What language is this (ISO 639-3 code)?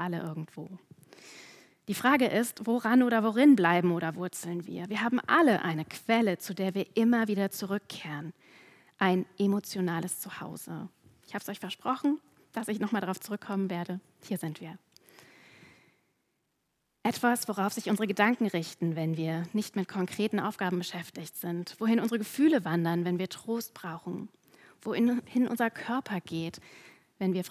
deu